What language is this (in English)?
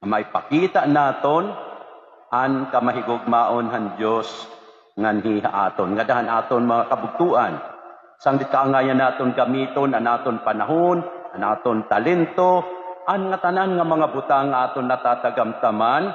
Waray